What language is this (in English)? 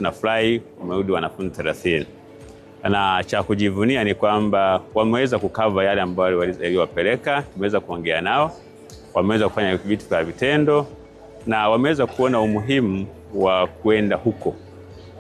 Swahili